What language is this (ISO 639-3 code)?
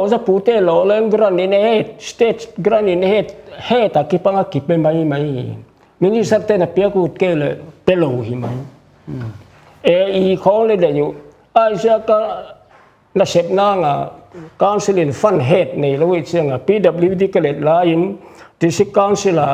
pck